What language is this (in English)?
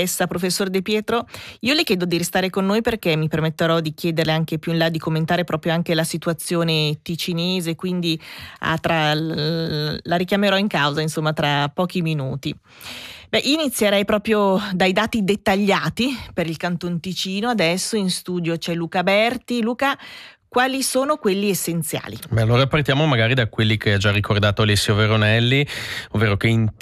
Italian